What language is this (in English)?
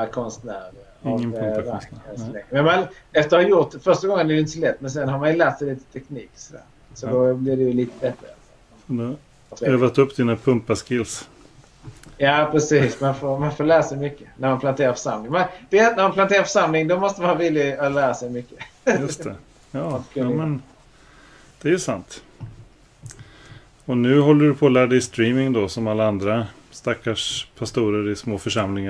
Swedish